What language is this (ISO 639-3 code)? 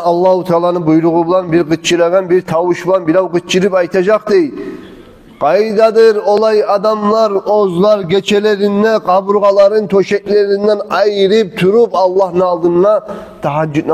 kum